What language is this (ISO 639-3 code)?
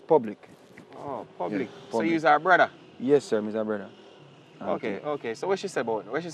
jam